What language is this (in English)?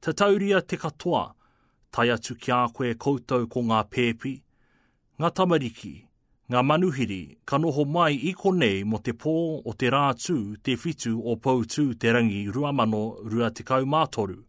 Māori